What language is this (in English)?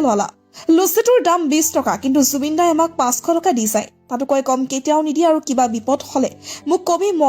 Assamese